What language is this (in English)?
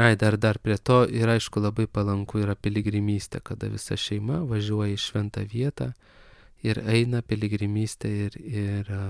Lithuanian